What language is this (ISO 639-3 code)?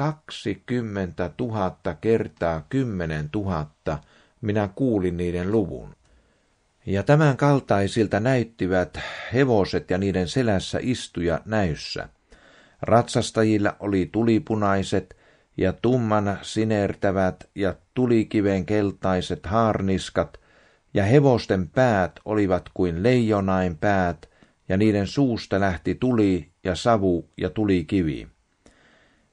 fin